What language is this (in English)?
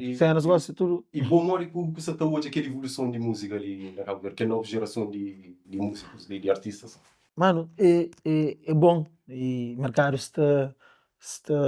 Kabuverdianu